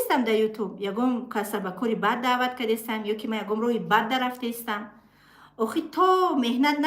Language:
Tajik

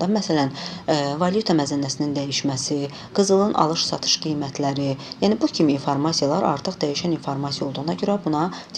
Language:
Azerbaijani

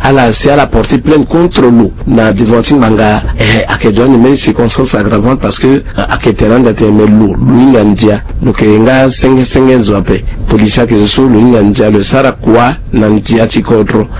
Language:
Sango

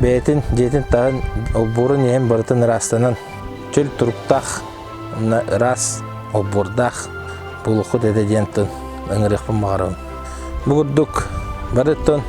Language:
Yakut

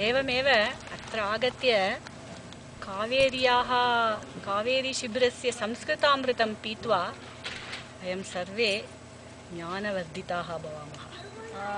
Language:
Sanskrit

